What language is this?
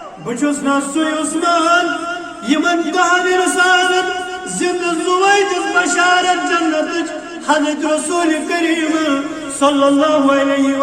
Kashmiri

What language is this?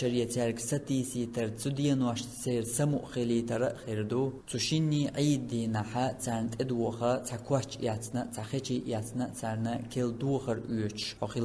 Chechen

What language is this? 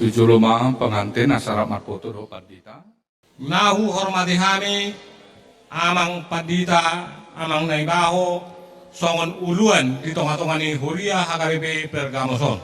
Batak Toba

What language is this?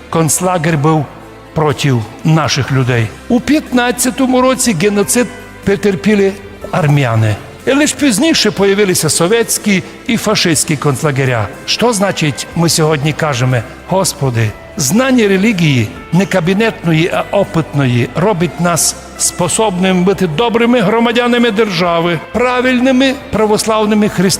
Rusyn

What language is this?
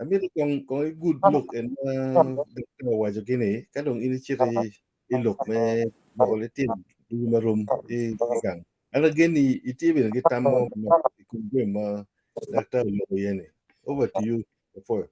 Acoli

